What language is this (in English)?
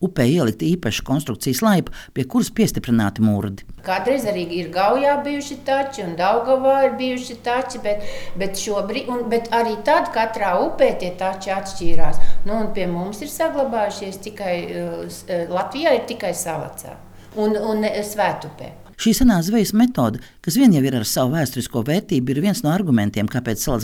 Latvian